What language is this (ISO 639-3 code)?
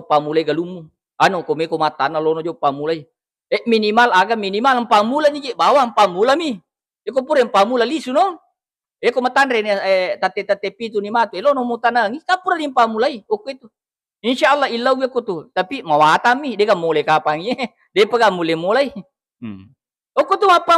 bug